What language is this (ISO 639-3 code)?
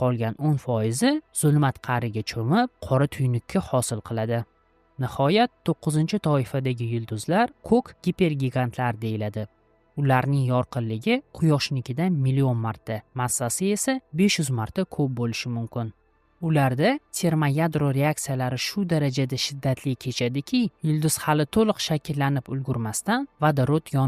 uzb